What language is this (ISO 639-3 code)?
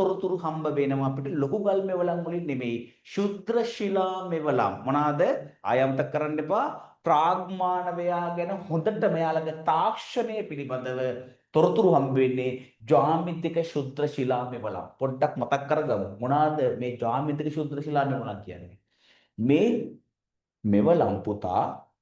sin